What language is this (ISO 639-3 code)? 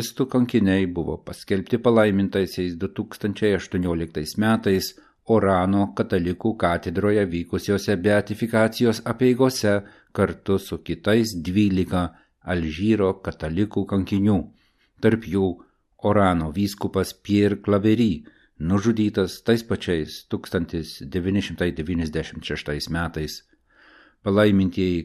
lit